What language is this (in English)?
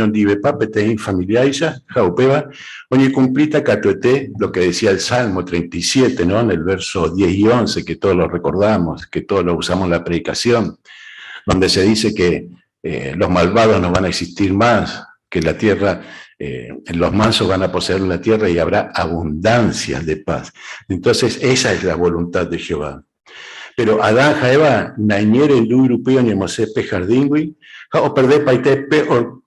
Guarani